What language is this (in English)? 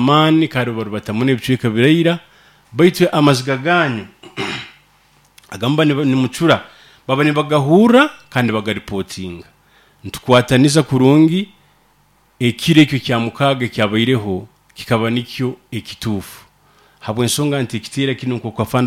Nyoro